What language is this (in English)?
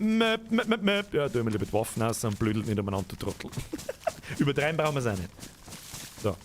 Bavarian